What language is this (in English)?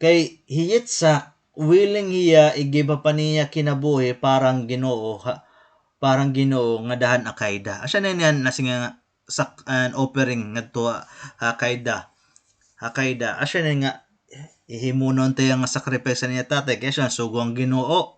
Waray